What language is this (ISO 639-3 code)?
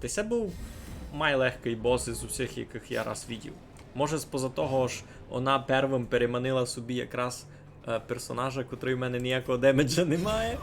rue